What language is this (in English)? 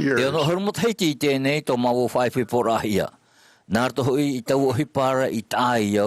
Tahitian